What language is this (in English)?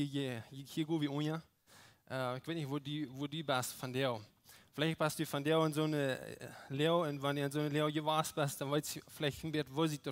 Plautdietsch